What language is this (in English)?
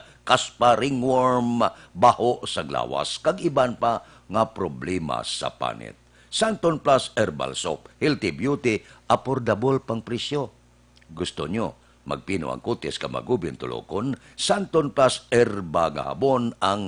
Hiligaynon